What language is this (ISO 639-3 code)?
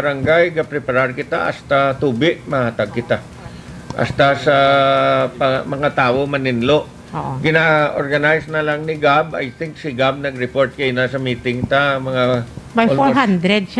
hil